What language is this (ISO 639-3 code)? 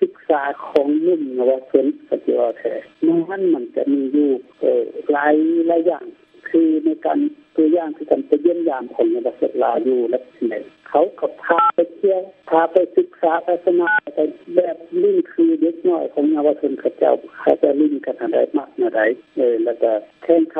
lao